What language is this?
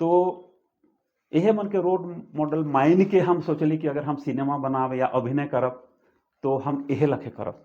Sadri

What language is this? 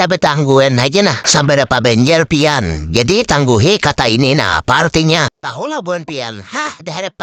Banjar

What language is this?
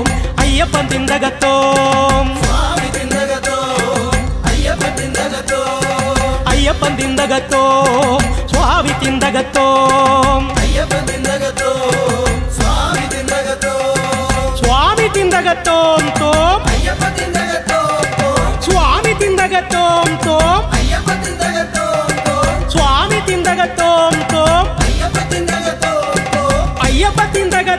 Malayalam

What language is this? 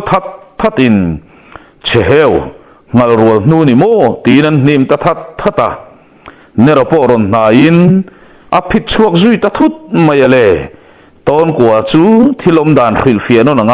Mizo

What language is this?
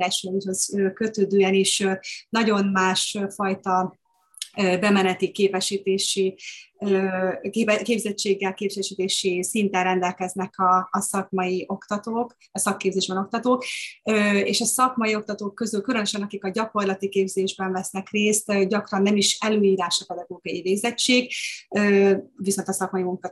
Hungarian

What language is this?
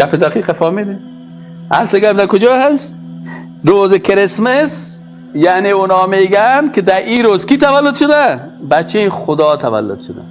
Persian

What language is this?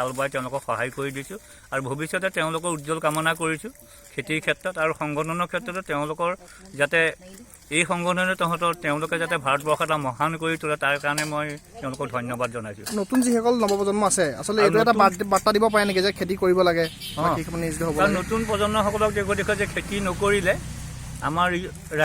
Assamese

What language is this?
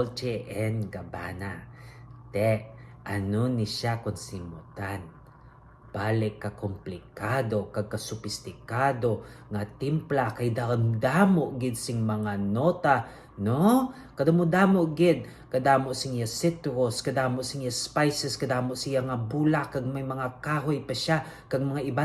Hiligaynon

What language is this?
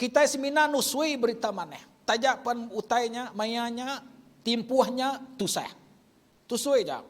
Iban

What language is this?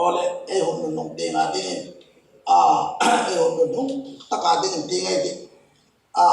Hmar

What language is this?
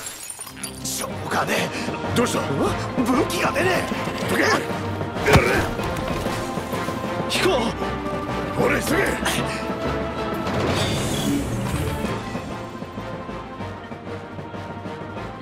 Japanese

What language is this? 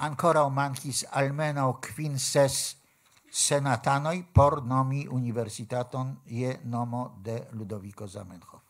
Esperanto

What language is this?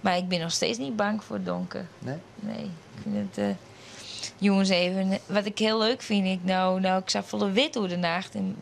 Western Frisian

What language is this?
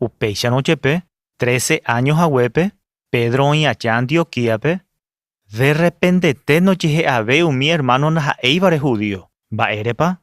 Guarani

